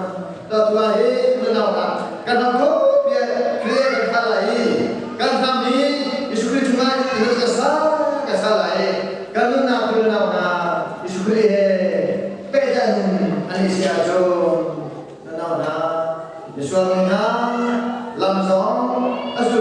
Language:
Hakha Chin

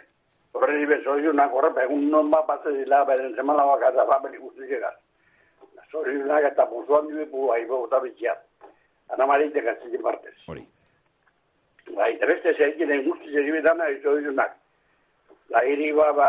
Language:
Basque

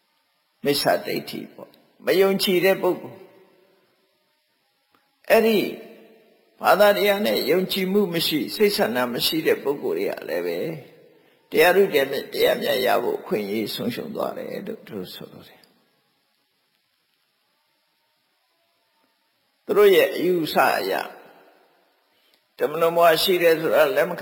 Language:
Burmese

